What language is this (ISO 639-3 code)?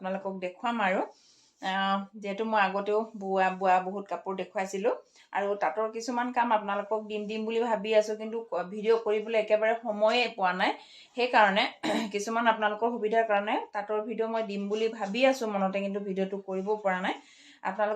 asm